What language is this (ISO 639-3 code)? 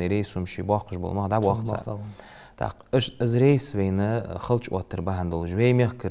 inh